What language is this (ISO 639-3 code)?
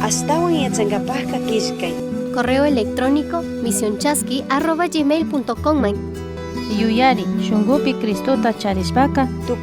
qug